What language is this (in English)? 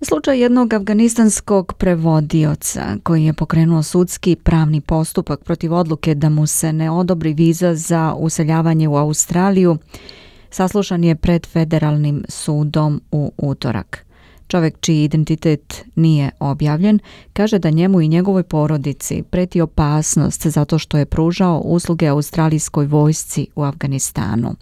Serbian